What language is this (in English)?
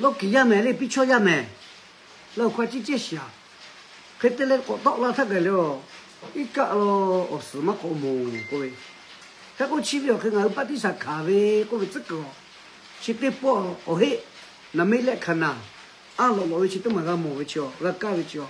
Lahu